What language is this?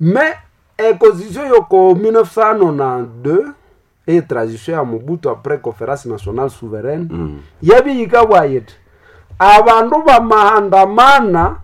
Nande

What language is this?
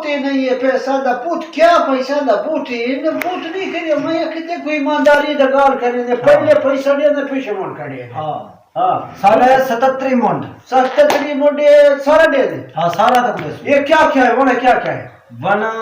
Saraiki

